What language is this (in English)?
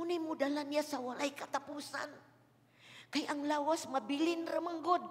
Cebuano